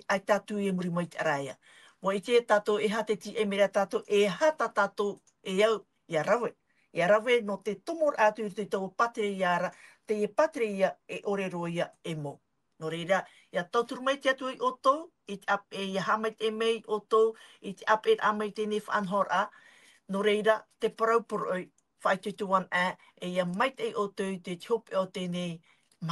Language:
Tahitian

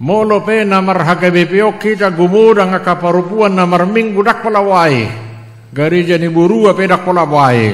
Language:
Batak Toba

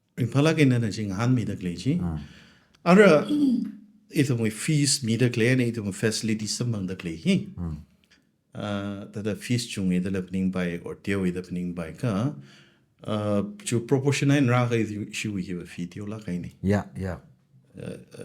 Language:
Tangkhul Naga (India)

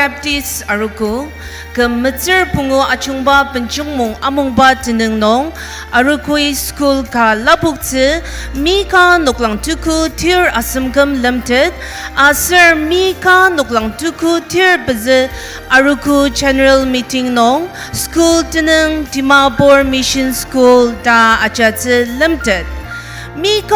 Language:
Ao Naga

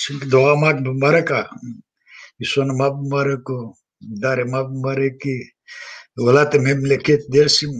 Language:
Zaza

